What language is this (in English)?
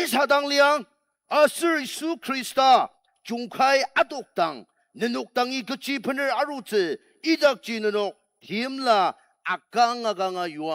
Ao Naga